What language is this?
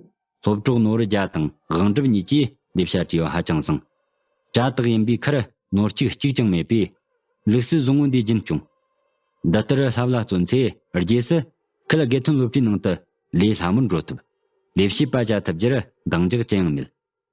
Tibetan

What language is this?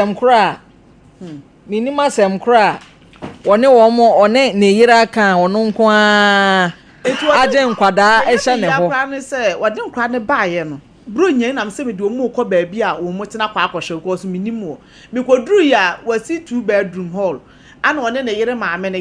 Akan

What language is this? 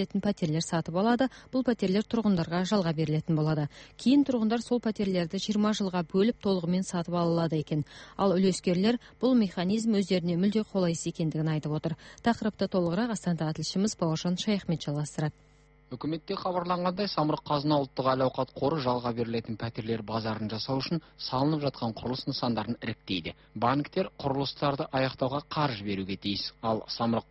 Kazakh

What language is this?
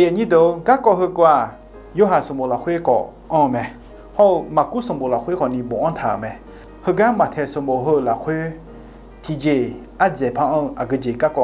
Akha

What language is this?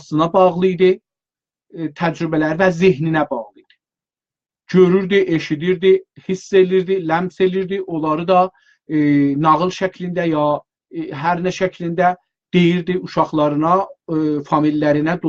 South Azerbaijani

